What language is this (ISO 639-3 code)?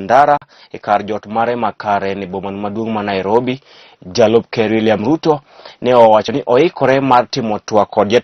luo